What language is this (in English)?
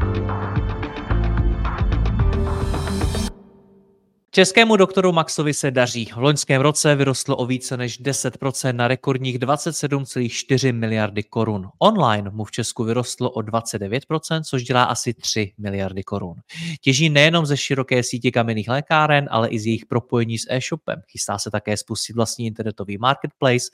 Czech